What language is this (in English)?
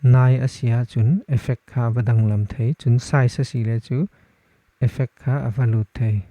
Falam Chin